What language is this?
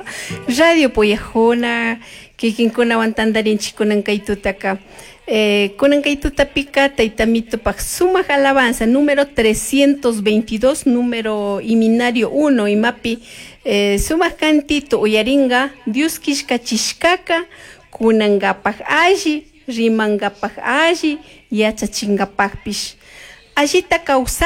Chimborazo Highland Quichua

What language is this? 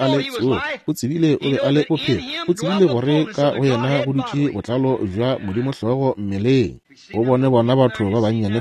Northern Sotho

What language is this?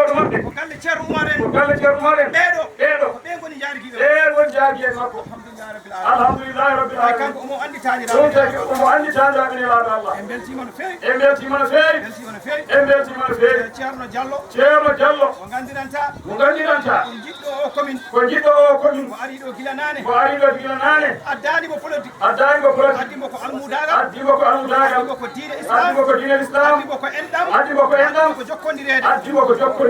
Fula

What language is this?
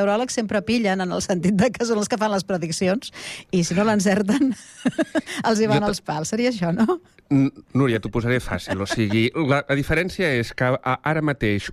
Catalan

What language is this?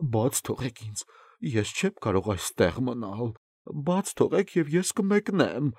Armenian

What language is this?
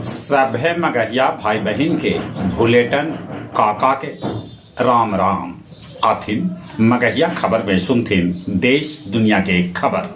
Magahi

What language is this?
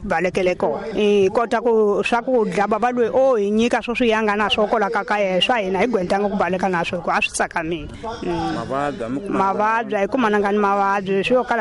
Tsonga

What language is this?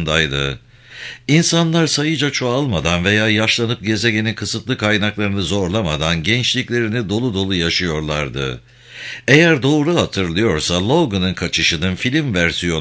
Turkish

